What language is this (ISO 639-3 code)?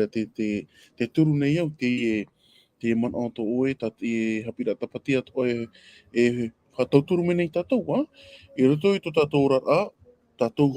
tah